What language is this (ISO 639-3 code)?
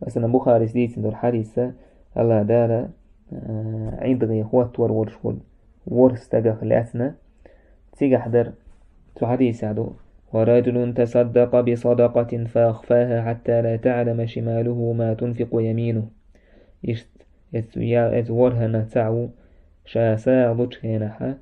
che